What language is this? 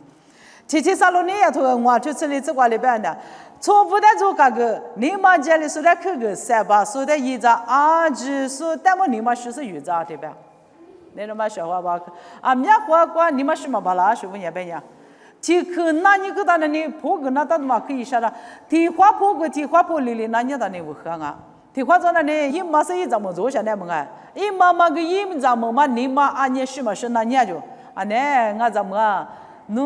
Lisu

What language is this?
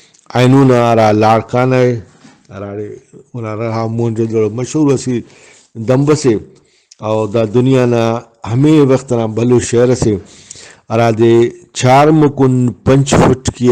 Brahui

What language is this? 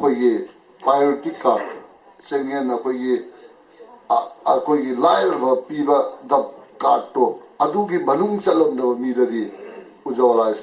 Manipuri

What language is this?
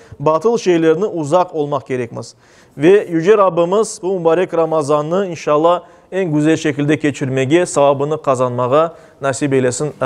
Crimean Tatar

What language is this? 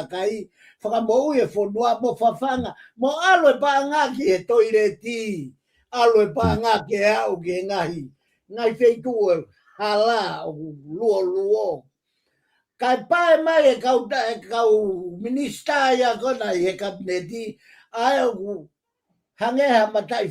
Tongan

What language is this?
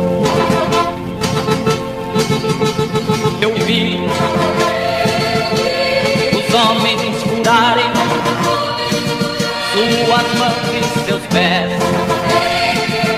Portuguese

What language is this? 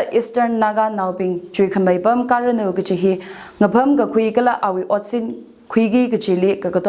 Tangkhul Naga (India)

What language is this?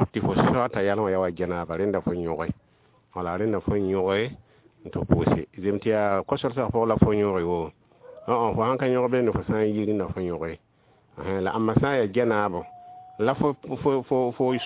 Mossi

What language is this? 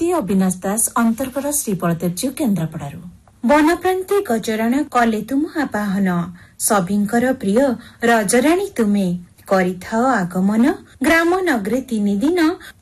Odia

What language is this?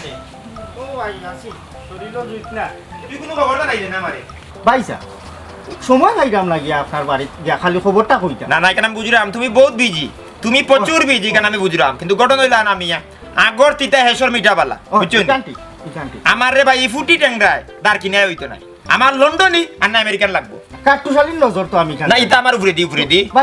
Sylheti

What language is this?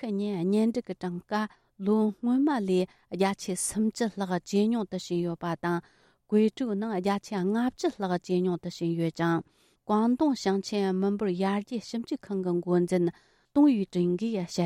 Tibetan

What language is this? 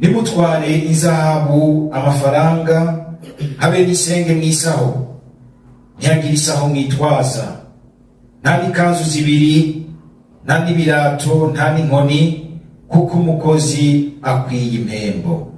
Rundi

